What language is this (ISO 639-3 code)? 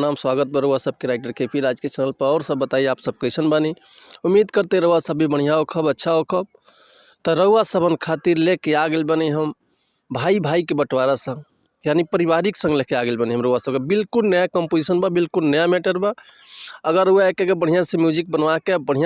bho